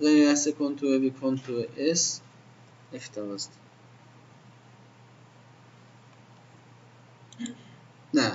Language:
Persian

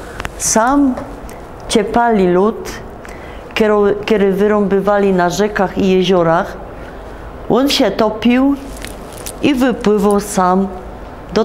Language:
Silesian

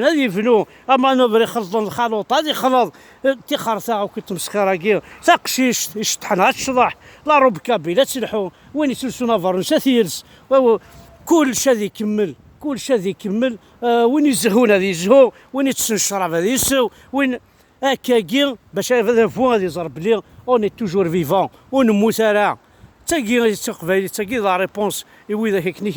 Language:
Kabyle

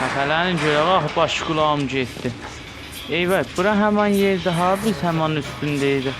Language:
South Azerbaijani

